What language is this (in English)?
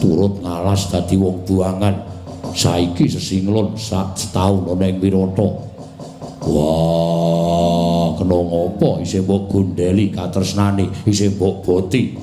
Javanese